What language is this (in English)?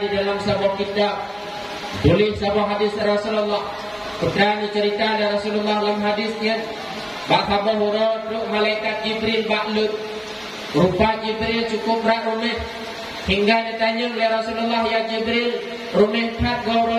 Achinese